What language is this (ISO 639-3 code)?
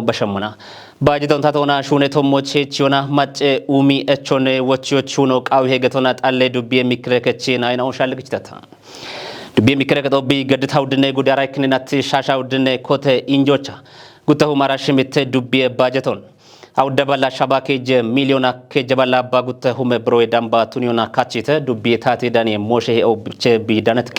kbr